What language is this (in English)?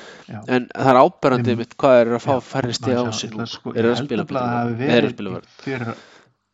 Icelandic